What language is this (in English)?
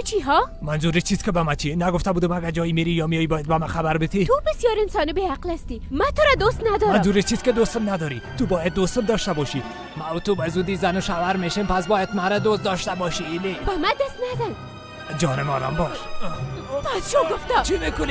Persian